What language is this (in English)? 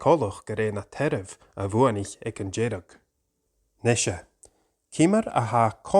Scottish Gaelic